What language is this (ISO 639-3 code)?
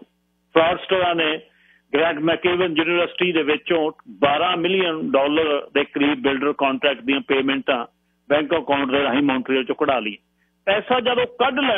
pan